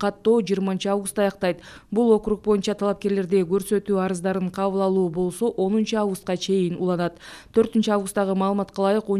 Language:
Kyrgyz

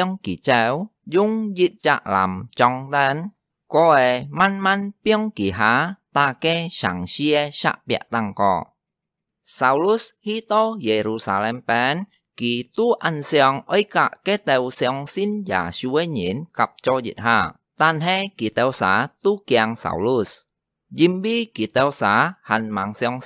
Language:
Hakka Chinese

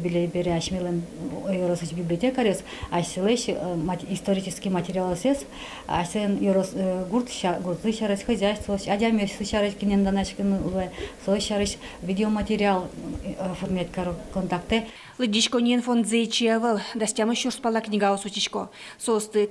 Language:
Udmurt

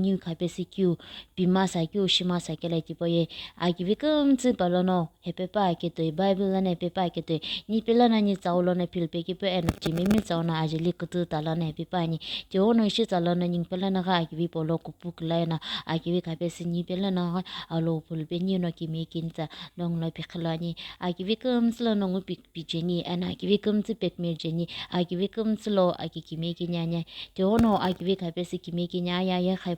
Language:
Sumi Naga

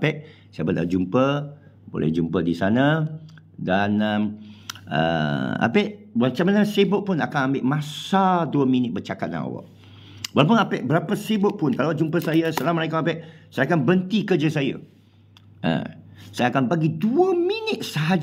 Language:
Malay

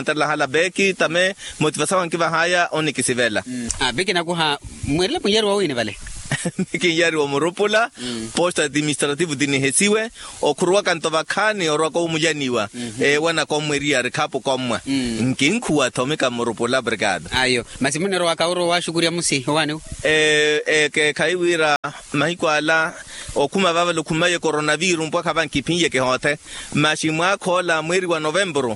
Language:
Makhuwa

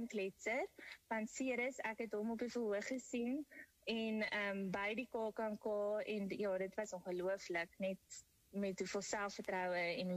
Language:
Afrikaans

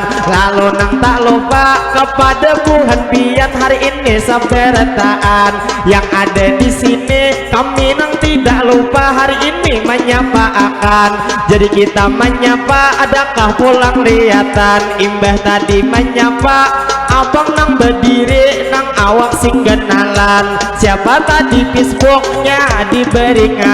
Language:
Banjar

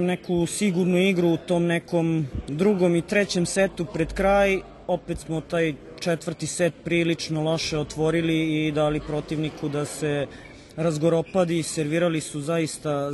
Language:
Serbian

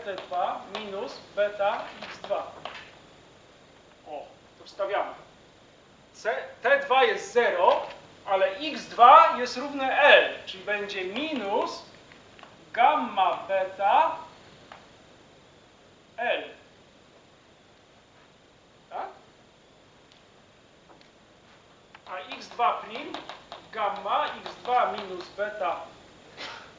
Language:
Polish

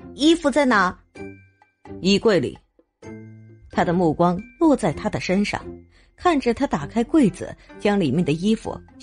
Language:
Chinese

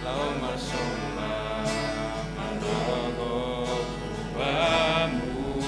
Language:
Batak Simalungun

